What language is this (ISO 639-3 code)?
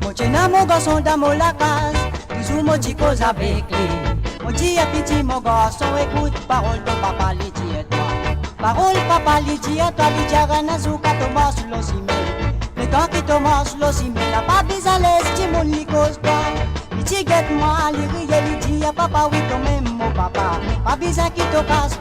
mfe